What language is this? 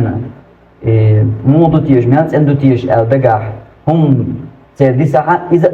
Chechen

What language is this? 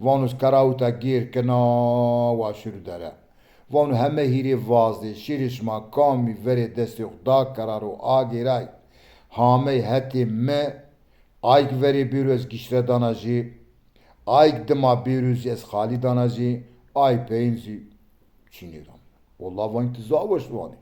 Zaza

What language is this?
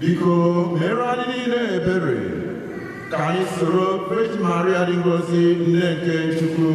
Igbo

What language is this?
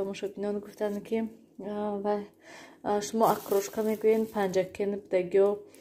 Tajik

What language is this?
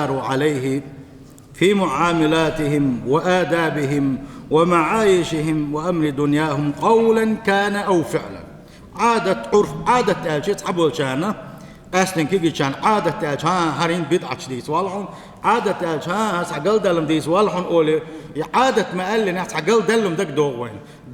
Chechen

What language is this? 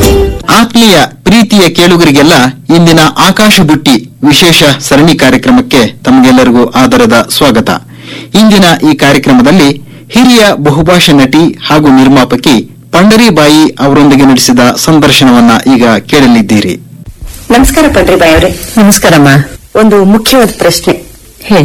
Kannada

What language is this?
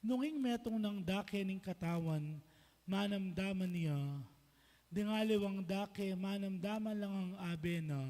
Pampanga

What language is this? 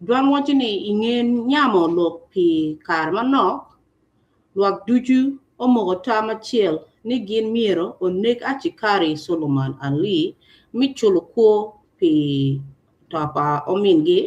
Acoli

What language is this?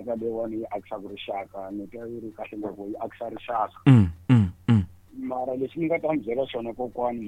Tsonga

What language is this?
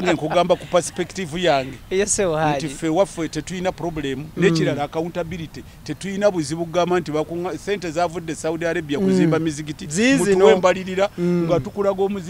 Ganda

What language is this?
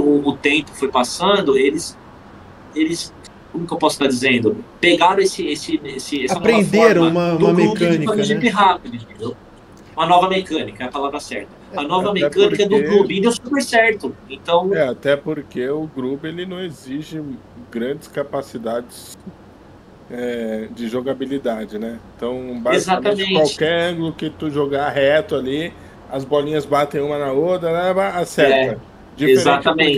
Portuguese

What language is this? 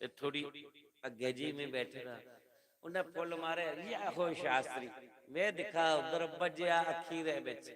Dogri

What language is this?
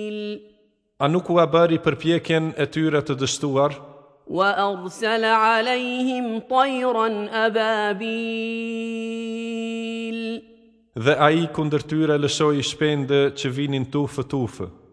Albanian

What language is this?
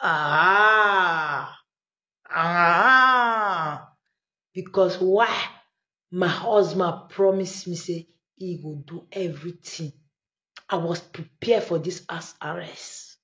Nigerian Pidgin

